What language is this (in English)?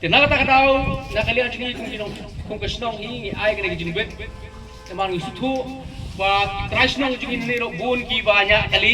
Khasi